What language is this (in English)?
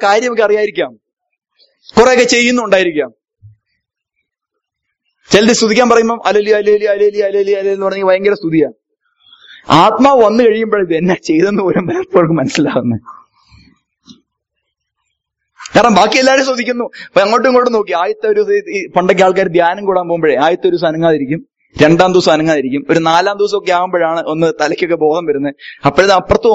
Malayalam